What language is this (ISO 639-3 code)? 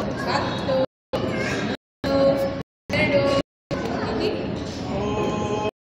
kan